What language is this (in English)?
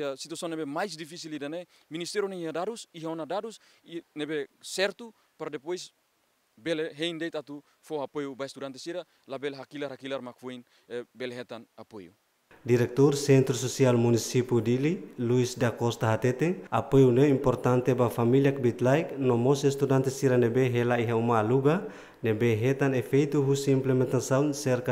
Tetum